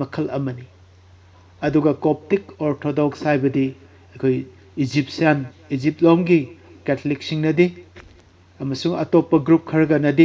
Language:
Manipuri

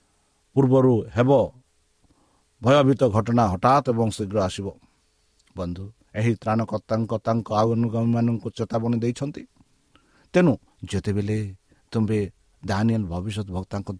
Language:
Odia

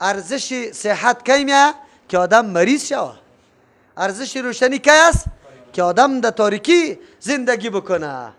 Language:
Persian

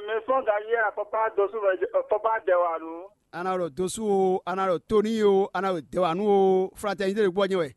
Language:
Fon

